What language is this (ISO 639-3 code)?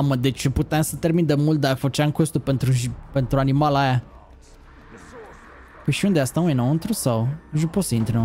ron